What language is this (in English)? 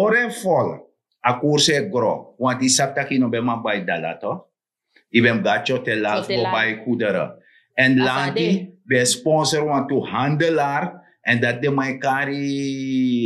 Sranan Tongo